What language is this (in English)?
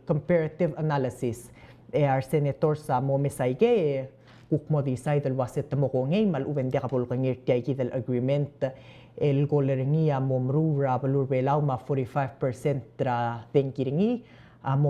Palauan